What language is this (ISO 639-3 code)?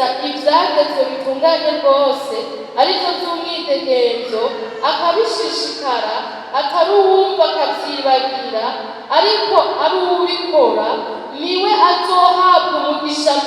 run